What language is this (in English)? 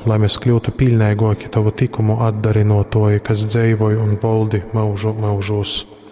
Latgalian